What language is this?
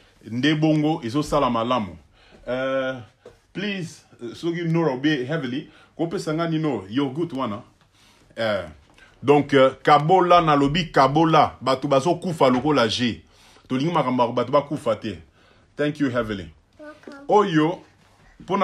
Lingala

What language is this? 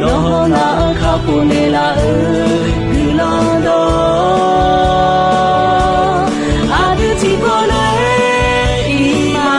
Akha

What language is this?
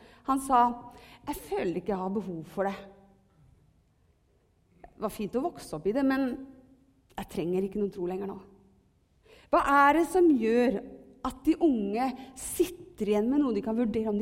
Norwegian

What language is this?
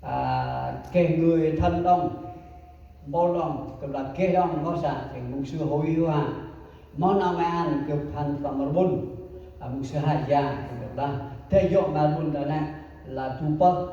Central Mnong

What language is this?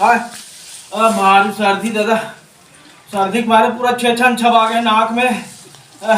Chhattisgarhi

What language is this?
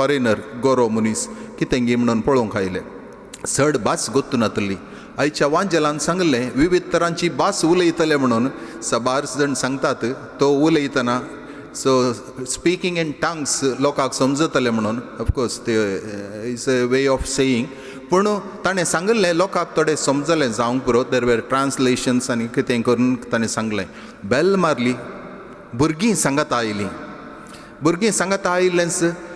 Konkani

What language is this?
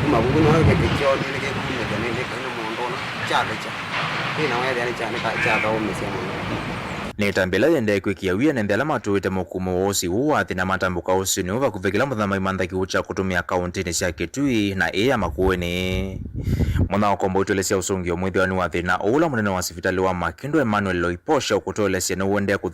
Kamba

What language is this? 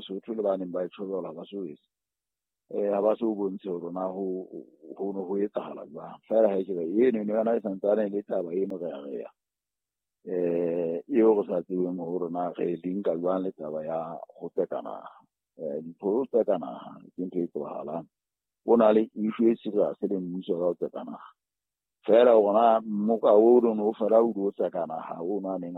Southern Sotho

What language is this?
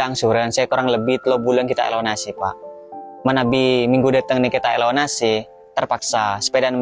Madurese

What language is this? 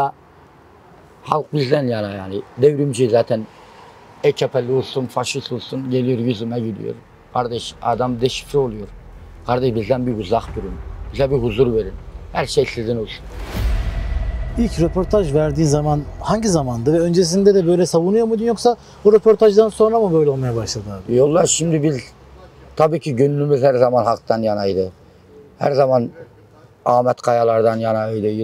Turkish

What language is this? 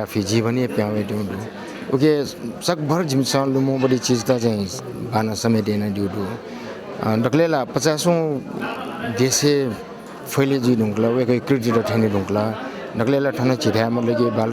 Newari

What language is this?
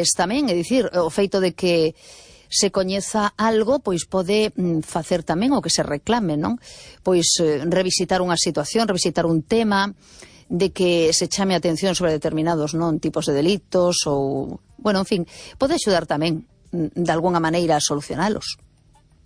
Galician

